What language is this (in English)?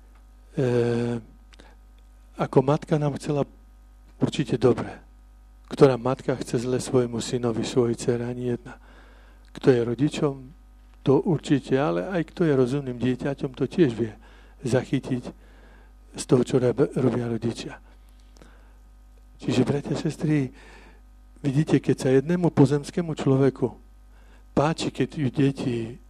Slovak